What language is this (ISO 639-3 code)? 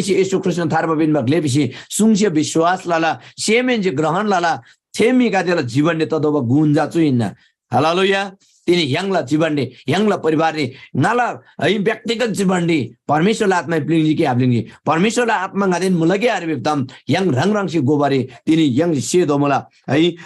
taj